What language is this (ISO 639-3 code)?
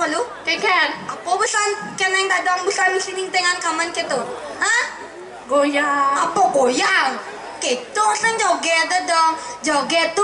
ban